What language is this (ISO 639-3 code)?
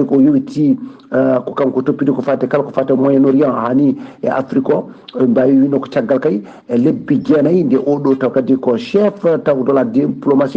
ful